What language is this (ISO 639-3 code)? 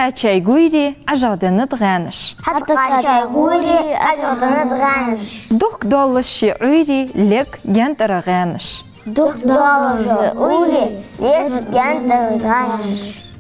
inh